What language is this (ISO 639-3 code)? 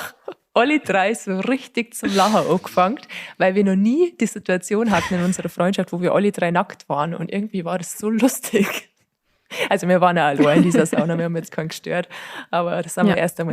bar